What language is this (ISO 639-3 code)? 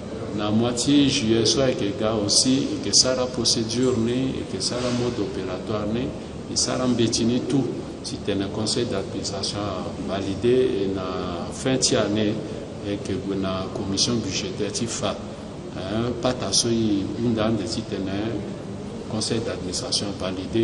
sag